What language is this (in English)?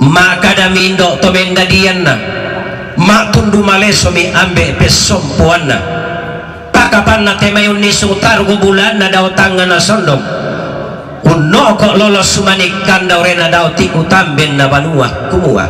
Toraja-Sa'dan